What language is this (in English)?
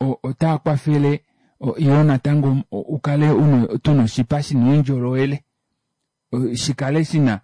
Kuanyama